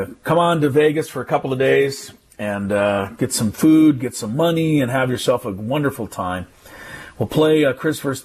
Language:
English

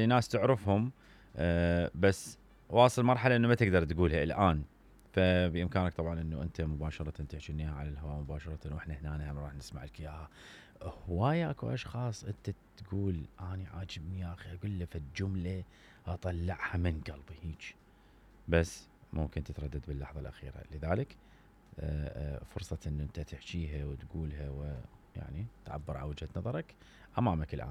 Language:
Mesopotamian Arabic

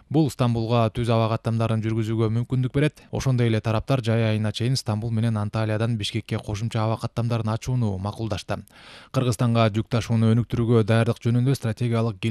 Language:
Kyrgyz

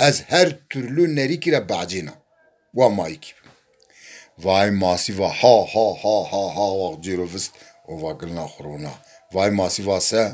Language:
Zaza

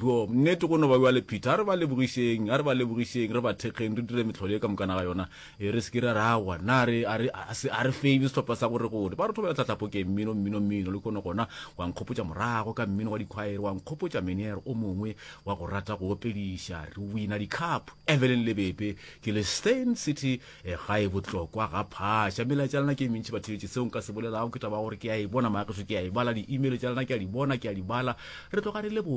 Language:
Northern Sotho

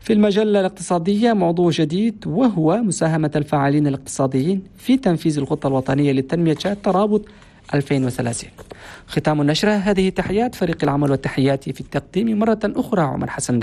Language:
Chadian Arabic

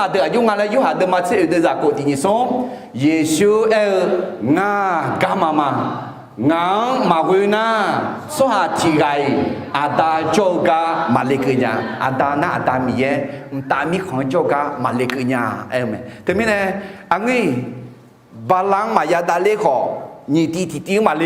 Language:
Akha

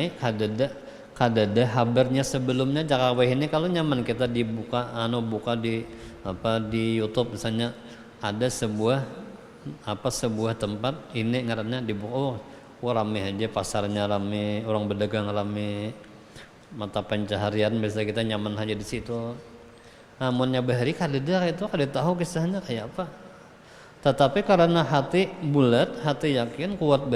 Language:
Banjar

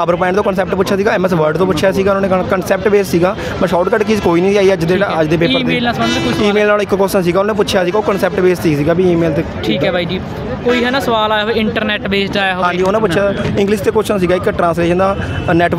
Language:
Punjabi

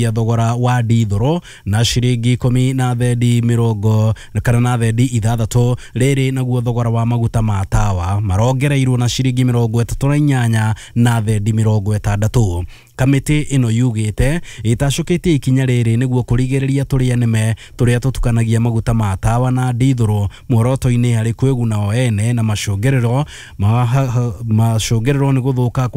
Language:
Kikuyu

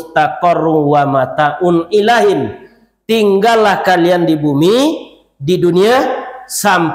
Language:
Minangkabau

